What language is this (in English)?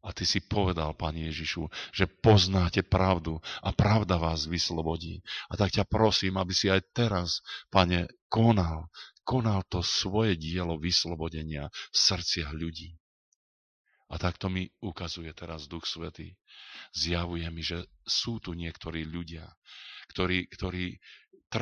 Slovak